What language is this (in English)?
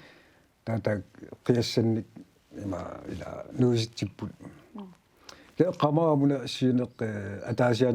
Kalaallisut